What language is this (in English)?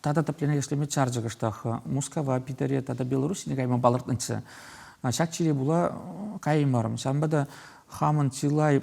Chuvash